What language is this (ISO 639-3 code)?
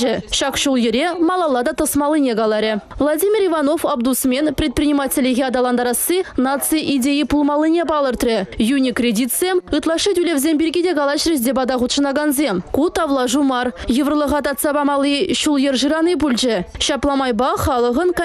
chv